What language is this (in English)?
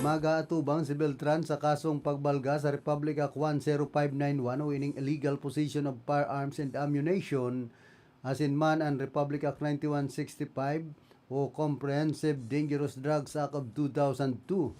Bikol